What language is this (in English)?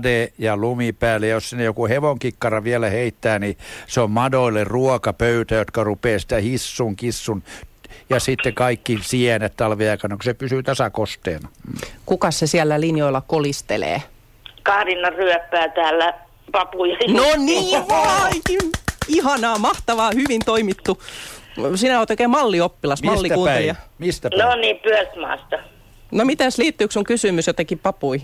Finnish